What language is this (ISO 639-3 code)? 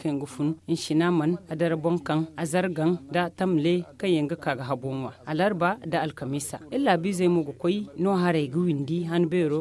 dje